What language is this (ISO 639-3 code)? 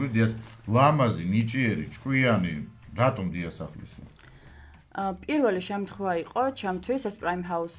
kat